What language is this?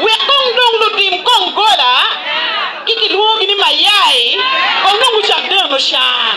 Acoli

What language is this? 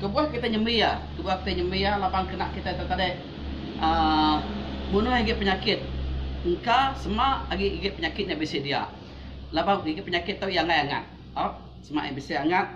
Iban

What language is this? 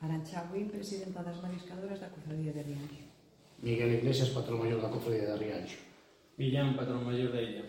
Galician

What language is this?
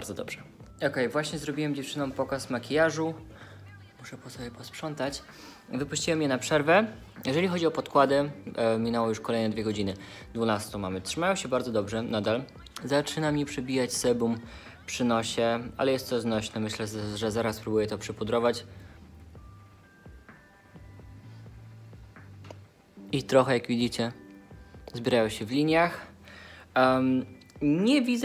Polish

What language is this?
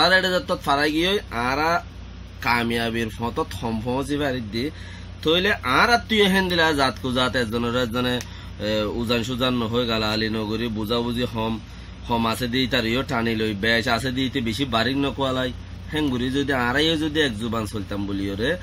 Rohingya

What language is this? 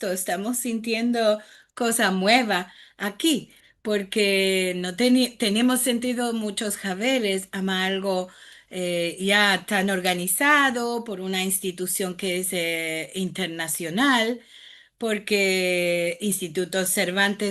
Ladino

